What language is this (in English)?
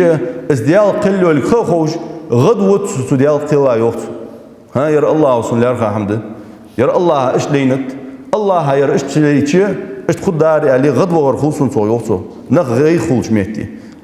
Ingush